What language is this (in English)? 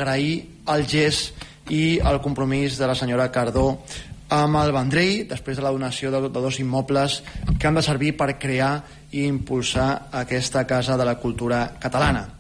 Catalan